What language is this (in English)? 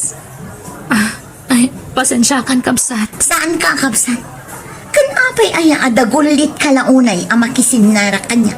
Iloko